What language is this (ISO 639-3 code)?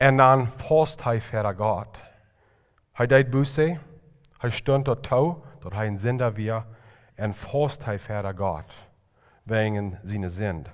pdt